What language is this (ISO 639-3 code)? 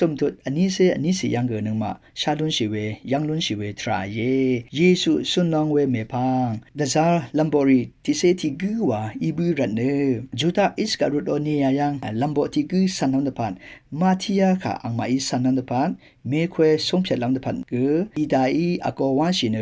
raw